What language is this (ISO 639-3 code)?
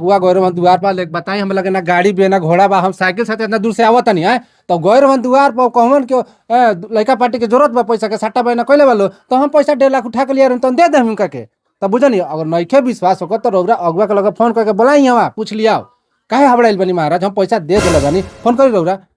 bho